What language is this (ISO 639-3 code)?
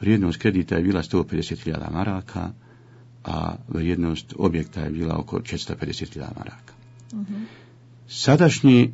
bos